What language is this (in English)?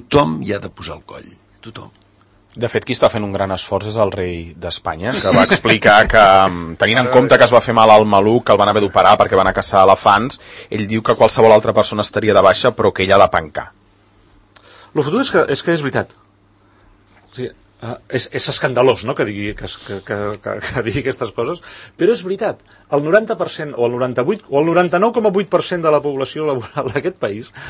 Catalan